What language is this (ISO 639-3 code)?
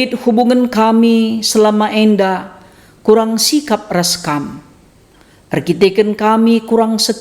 btx